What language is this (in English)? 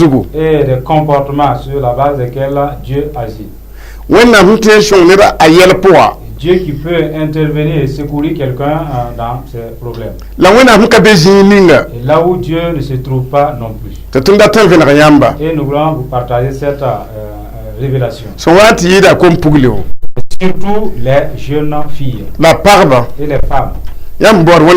Mossi